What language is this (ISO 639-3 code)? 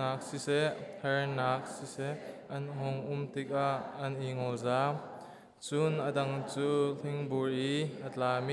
cnh